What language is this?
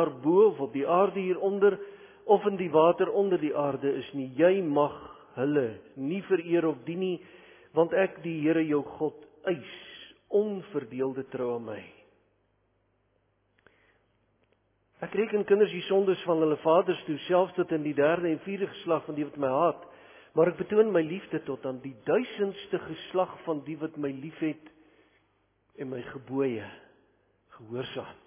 Afrikaans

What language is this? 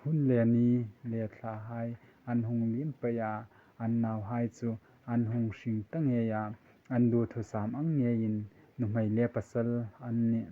Hmar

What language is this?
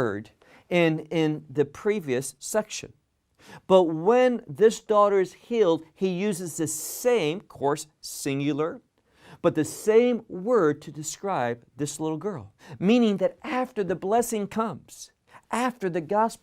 English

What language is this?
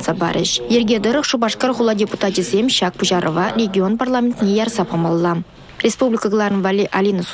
Chuvash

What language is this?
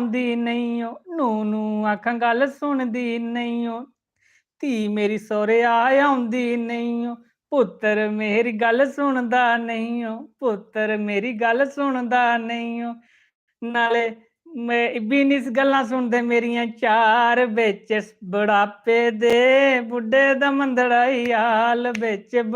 Dogri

